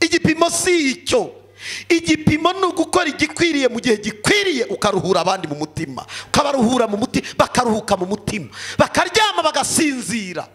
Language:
Kinyarwanda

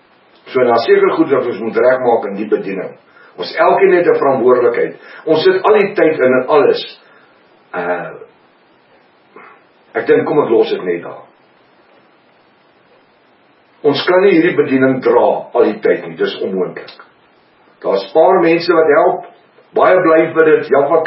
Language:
Afrikaans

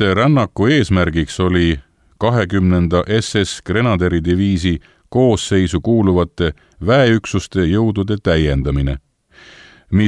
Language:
Estonian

